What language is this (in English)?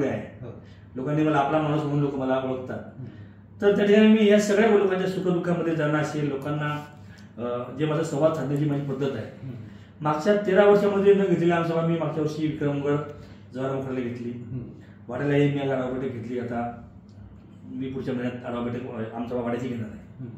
Marathi